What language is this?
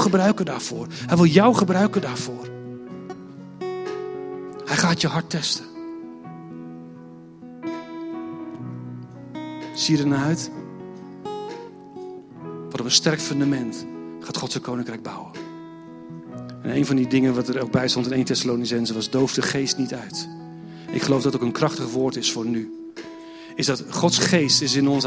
Dutch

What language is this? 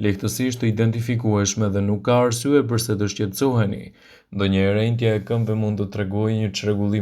Albanian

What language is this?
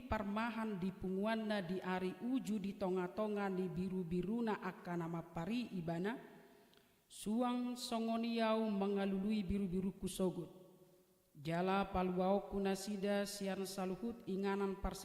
Batak Toba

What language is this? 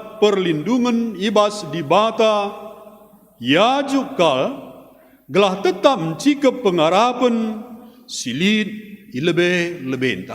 Batak Karo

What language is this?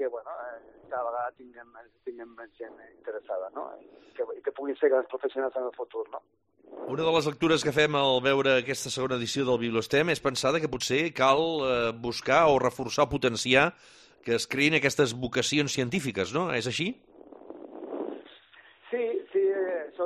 Catalan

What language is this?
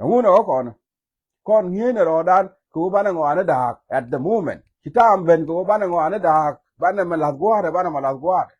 Nuer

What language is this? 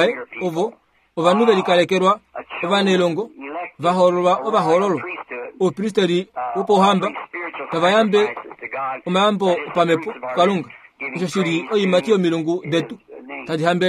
Kuanyama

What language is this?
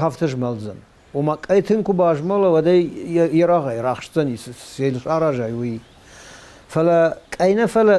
Ossetic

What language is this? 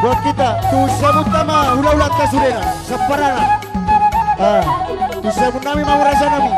Batak Toba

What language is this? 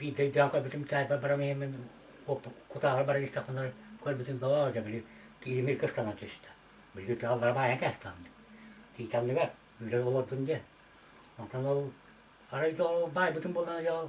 Yakut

